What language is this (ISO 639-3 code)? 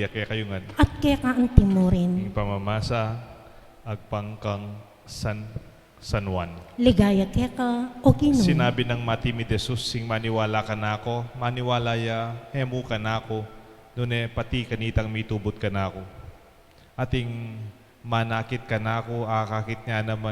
pam